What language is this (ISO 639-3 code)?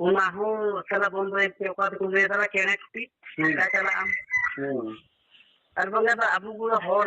sat